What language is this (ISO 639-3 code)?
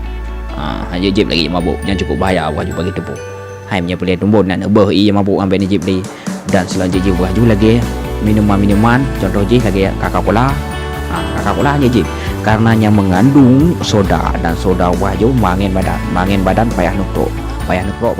ace